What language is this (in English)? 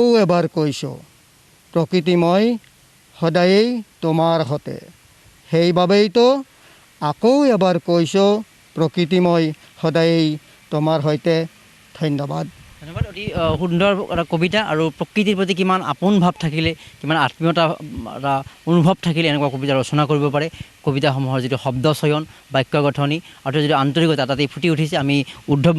Assamese